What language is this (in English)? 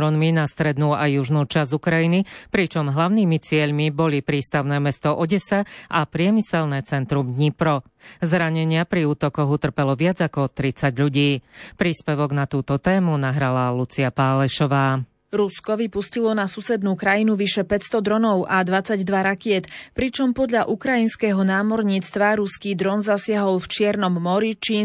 Slovak